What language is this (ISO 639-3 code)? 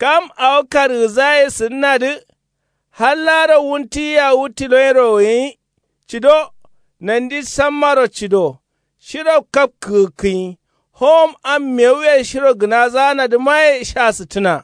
kau